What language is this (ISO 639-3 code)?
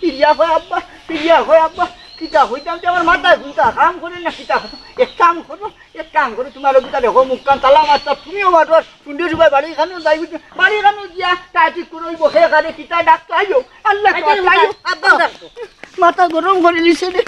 syl